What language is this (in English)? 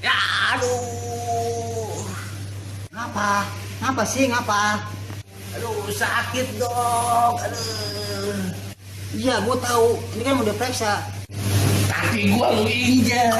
Betawi